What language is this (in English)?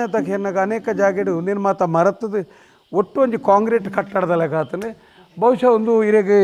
Tulu